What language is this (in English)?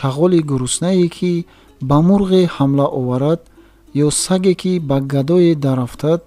Tajik